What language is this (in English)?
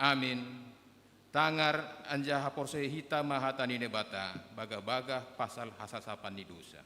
Batak Simalungun